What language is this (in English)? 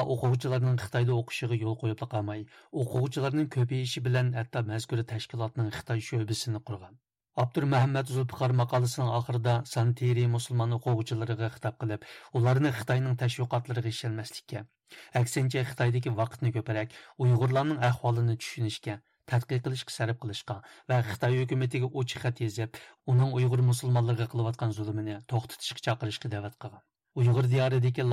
Uyghur